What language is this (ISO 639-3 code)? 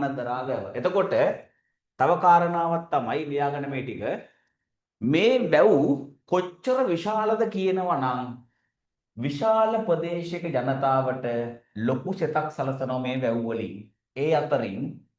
sin